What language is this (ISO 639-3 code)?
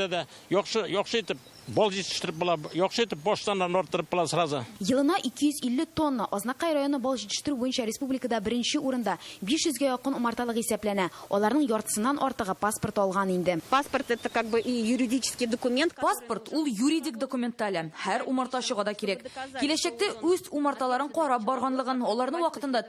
tat